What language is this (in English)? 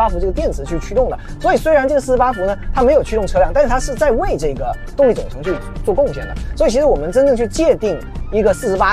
Chinese